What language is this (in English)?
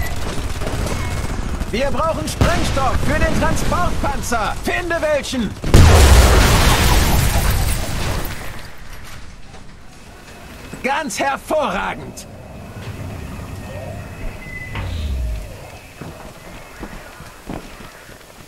German